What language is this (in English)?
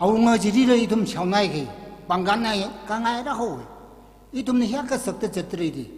Tangkhul Naga (India)